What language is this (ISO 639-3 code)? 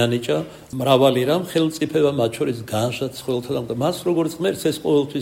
kat